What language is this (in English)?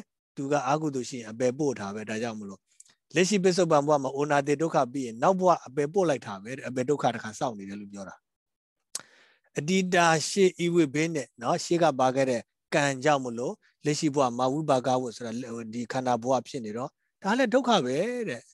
Burmese